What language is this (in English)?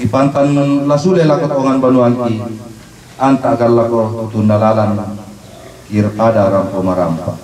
Toraja-Sa'dan